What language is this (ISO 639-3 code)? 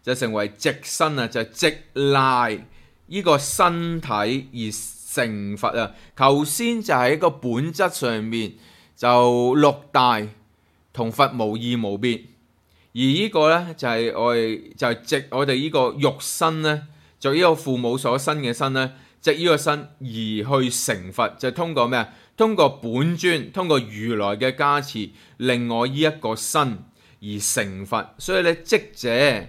yue